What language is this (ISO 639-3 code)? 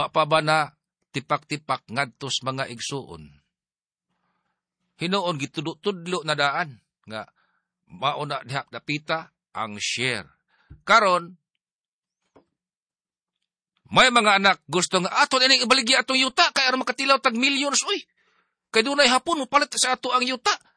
ceb